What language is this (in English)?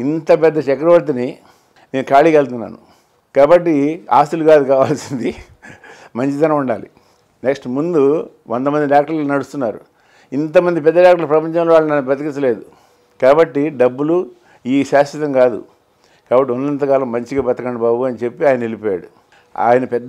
Telugu